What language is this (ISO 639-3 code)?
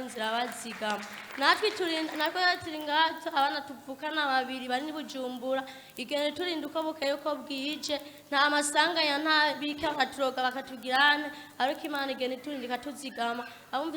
run